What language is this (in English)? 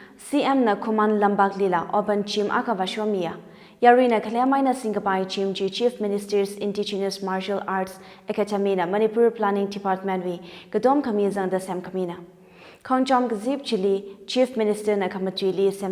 Tangkhul Naga (India)